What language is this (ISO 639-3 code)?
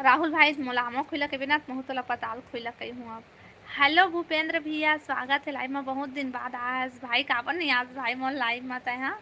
hne